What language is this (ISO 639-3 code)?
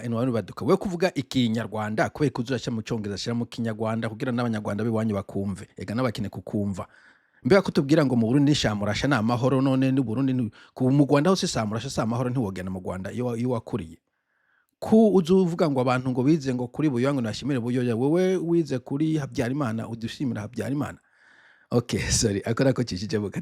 run